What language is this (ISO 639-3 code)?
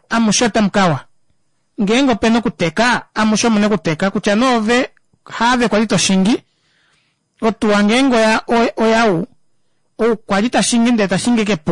kua